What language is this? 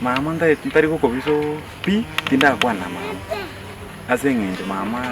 Gusii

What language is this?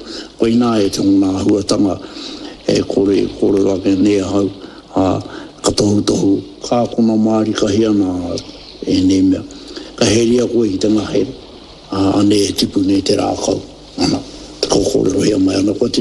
Māori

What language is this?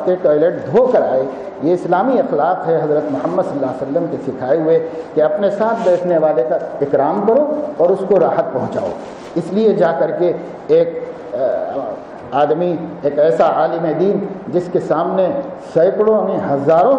Urdu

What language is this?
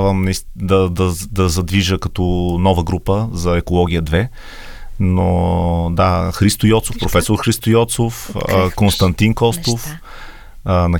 Bulgarian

